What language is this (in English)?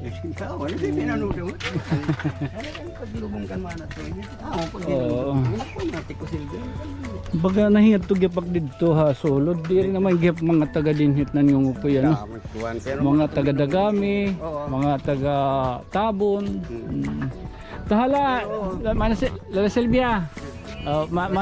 Waray